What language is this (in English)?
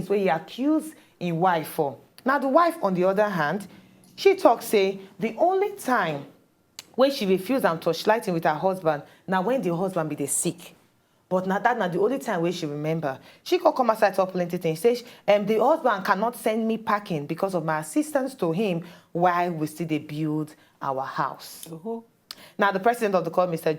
Nigerian Pidgin